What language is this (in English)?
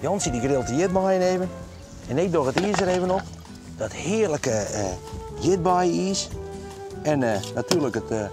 Western Frisian